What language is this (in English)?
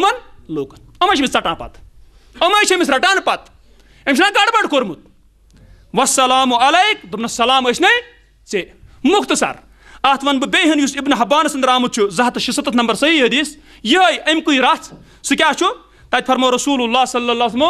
Kashmiri